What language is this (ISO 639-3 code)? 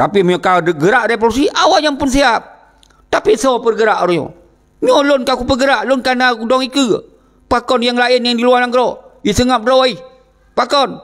ace